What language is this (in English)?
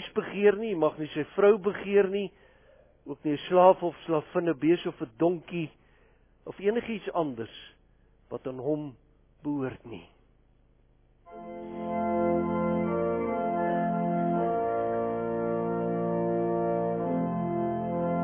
Afrikaans